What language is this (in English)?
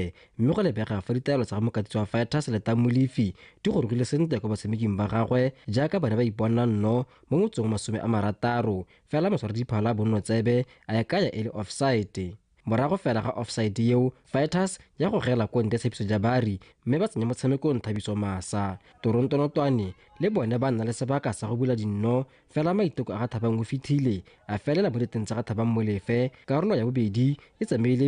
Tswana